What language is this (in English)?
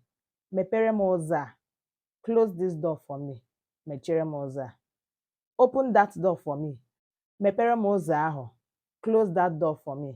Igbo